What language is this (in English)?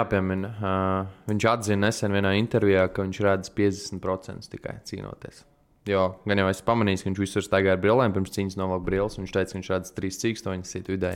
Latvian